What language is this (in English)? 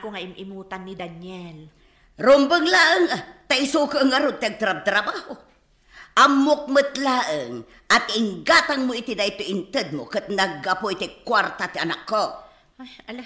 Iloko